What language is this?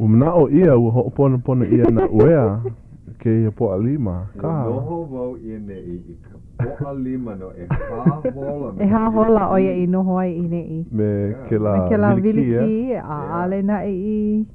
Hawaiian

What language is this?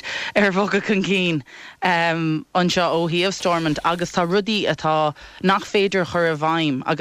Irish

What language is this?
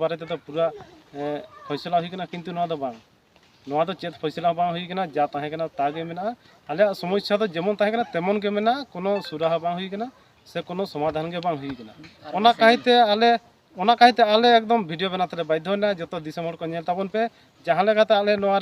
Santali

